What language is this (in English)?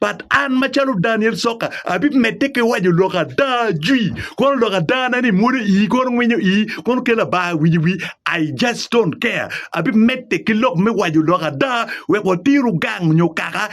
Acoli